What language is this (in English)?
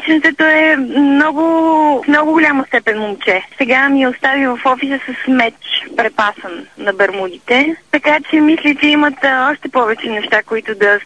Bulgarian